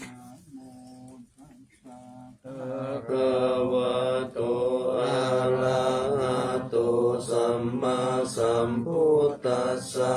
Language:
Pali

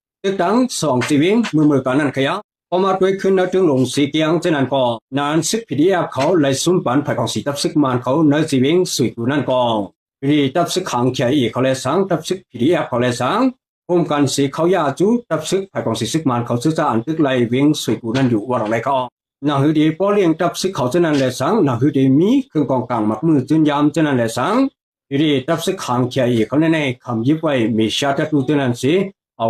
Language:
Shan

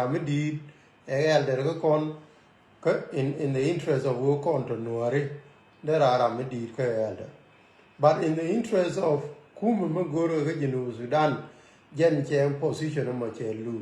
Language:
Nuer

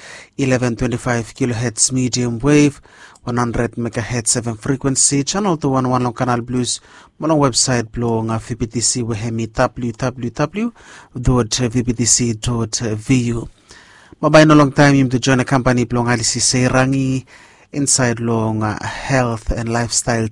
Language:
Bislama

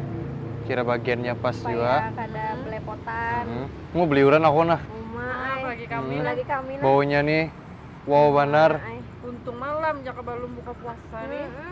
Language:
Banjar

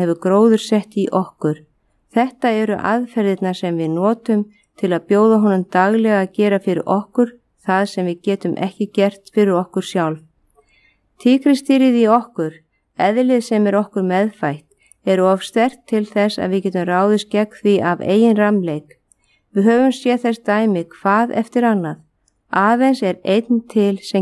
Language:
Icelandic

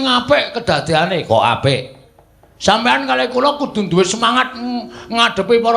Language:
Javanese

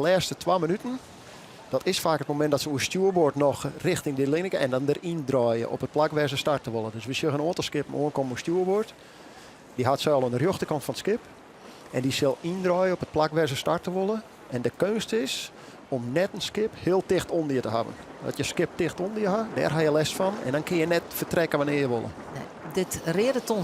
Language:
Western Frisian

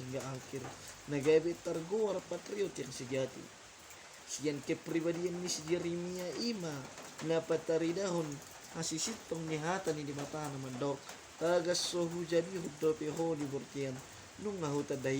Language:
Batak Toba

